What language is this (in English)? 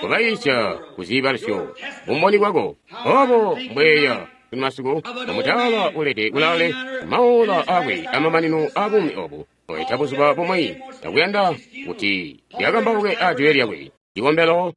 Tonga (Zambia)